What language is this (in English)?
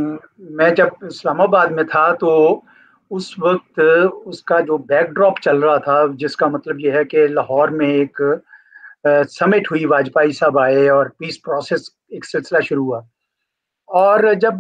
Urdu